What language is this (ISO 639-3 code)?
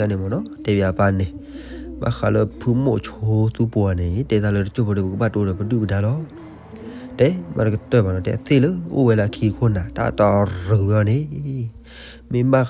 ksw